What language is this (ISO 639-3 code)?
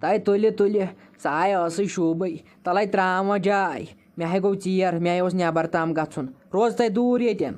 kas